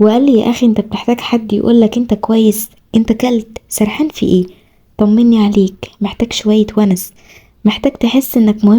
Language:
Egyptian Arabic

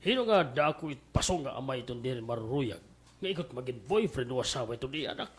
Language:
Waray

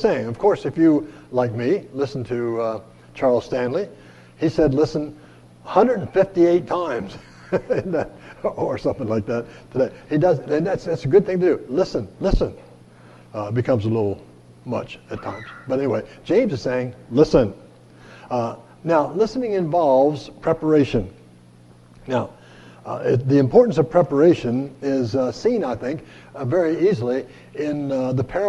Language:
English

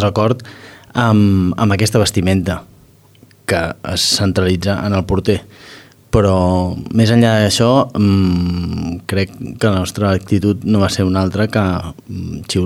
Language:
Catalan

